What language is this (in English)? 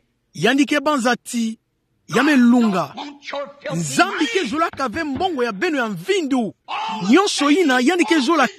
Kituba (Democratic Republic of Congo)